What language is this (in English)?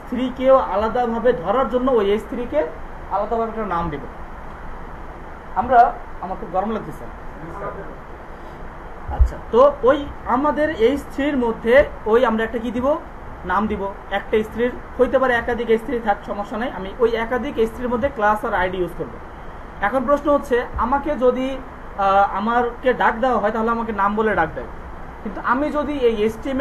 Bangla